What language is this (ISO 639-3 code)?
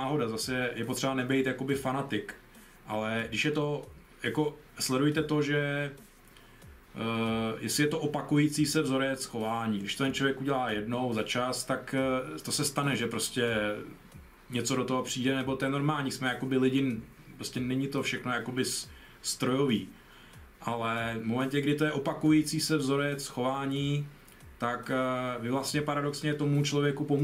ces